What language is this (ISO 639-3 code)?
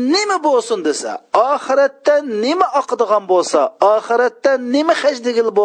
uig